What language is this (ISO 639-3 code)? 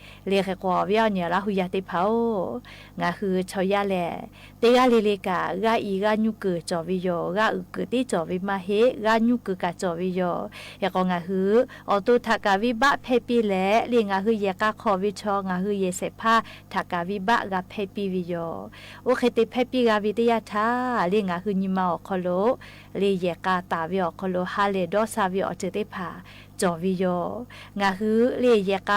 lhu